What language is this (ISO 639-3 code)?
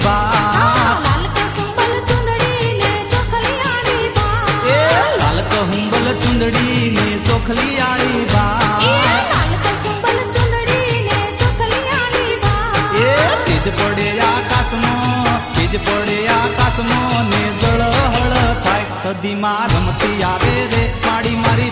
guj